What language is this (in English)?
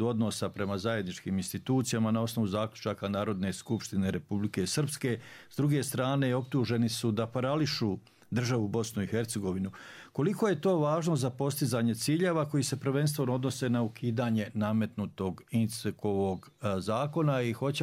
Bosnian